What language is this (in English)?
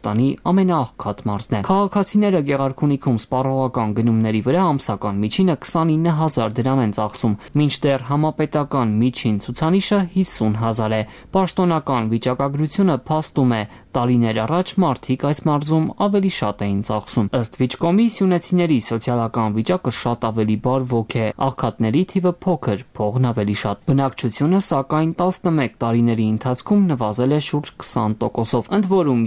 Armenian